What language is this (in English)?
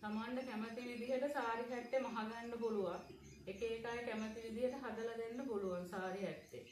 Sinhala